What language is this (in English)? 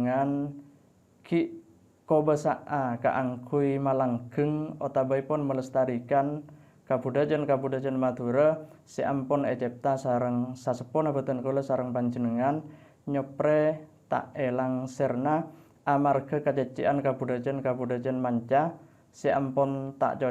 Madurese